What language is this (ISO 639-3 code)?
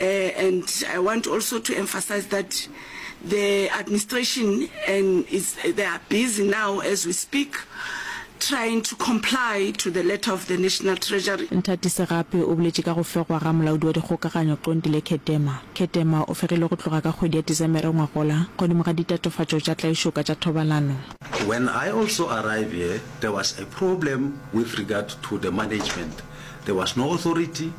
nso